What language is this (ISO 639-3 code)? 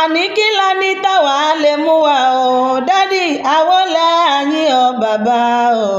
yor